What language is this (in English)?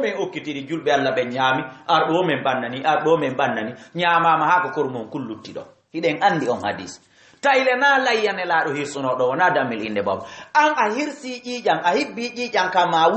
Fula